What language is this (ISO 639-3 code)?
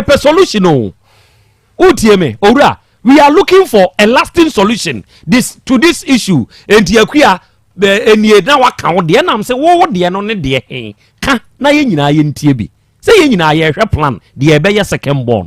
aka